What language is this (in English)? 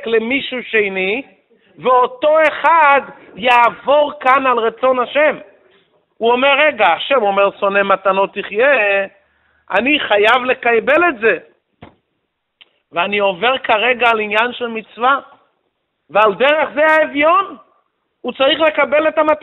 Hebrew